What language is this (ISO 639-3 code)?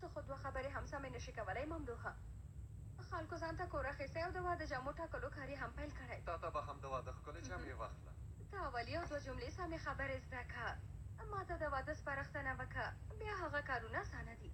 pus